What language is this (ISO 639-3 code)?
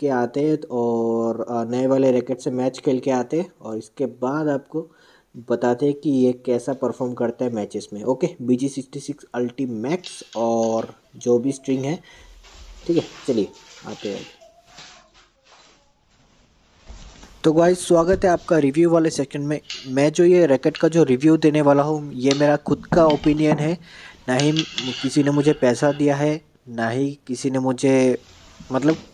hin